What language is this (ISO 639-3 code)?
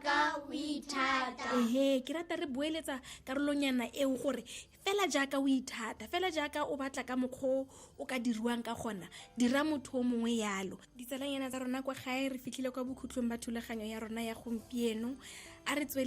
tsn